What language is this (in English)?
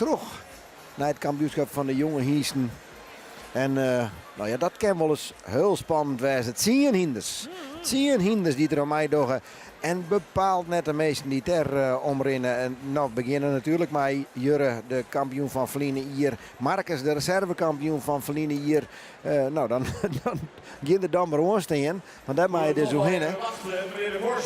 Western Frisian